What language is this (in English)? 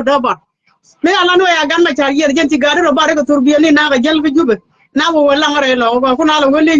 Nuer